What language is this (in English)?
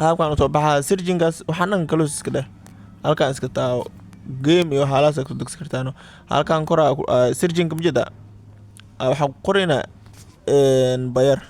Somali